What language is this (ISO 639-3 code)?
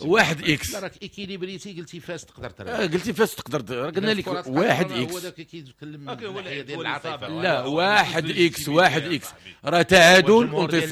ary